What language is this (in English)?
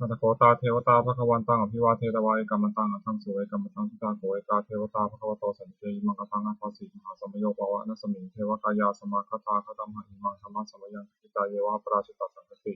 Pali